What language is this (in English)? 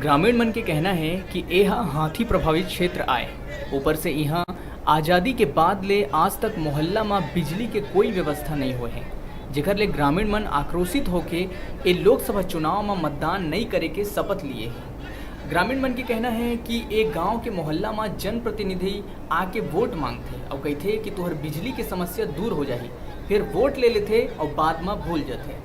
Chhattisgarhi